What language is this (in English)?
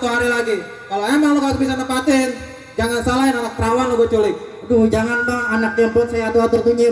Betawi